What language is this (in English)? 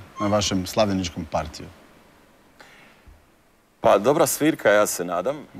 Croatian